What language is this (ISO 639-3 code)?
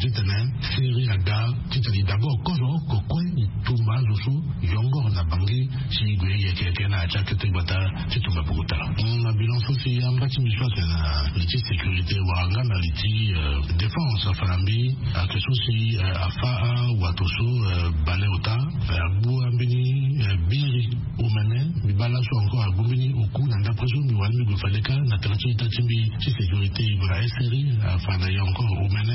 sag